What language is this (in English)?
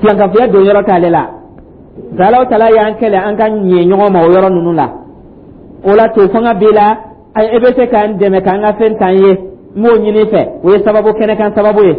Dyula